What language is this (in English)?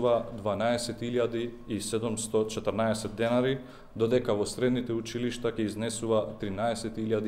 Macedonian